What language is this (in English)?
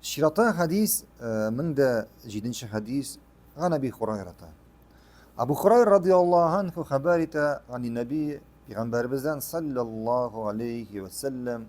Tatar